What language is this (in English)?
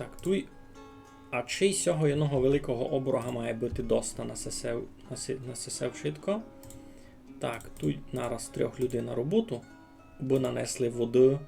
Rusyn